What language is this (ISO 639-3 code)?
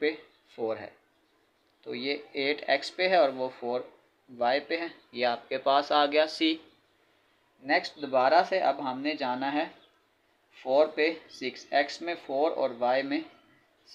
hin